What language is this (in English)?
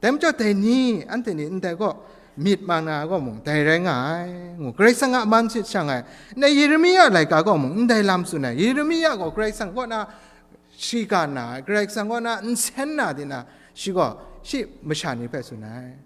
Kachin